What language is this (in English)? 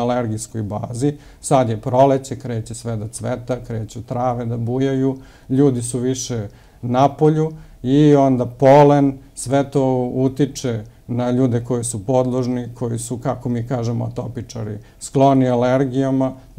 Serbian